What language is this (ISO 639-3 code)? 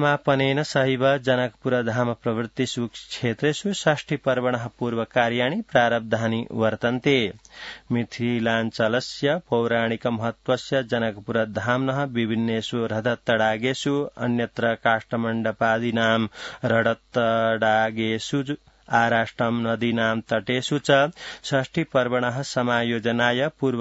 san